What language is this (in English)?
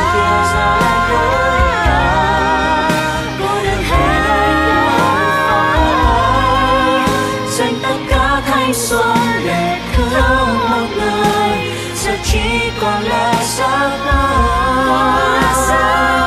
Vietnamese